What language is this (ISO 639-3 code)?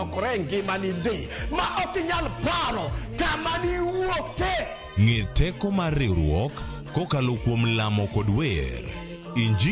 luo